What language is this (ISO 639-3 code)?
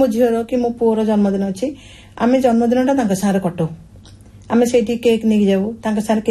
ori